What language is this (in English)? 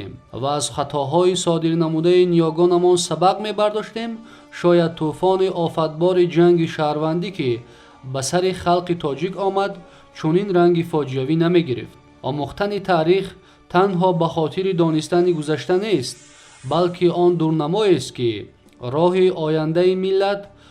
Tajik